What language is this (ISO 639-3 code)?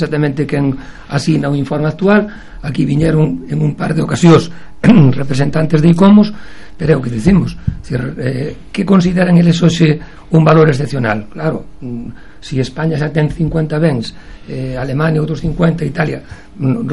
glg